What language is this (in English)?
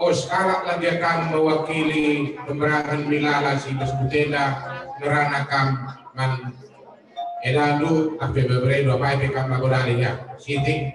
Batak Karo